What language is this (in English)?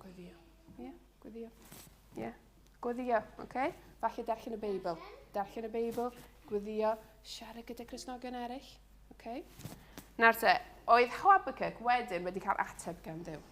Welsh